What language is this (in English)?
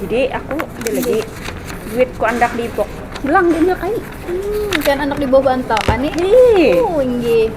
Banjar